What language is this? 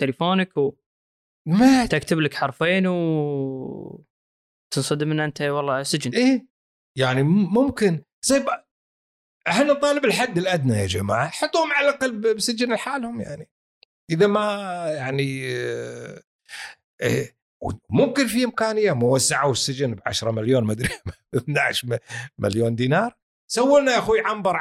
Gulf Arabic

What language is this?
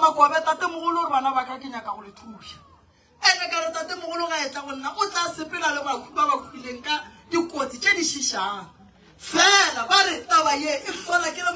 Northern Sotho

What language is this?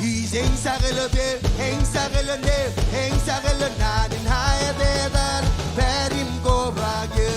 Marshallese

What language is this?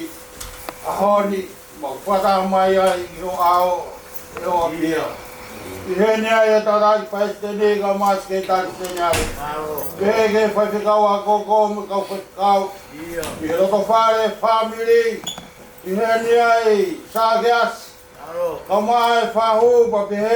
Tongan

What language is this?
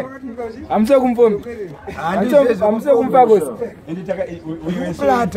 Shona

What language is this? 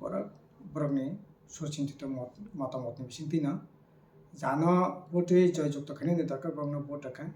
Kok Borok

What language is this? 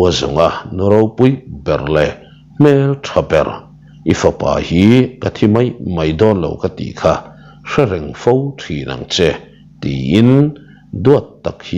Mizo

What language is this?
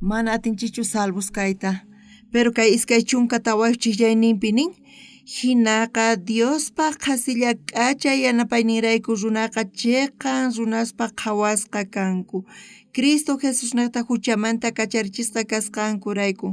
South Bolivian Quechua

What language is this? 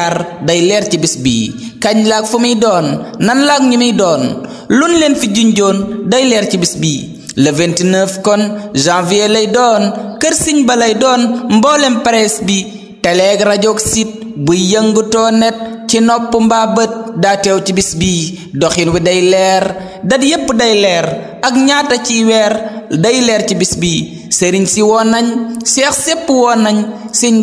Wolof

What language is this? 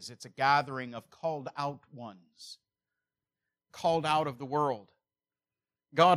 English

